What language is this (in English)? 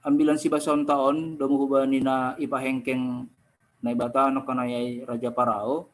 Batak Simalungun